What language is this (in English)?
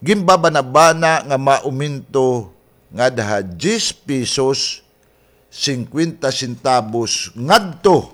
Waray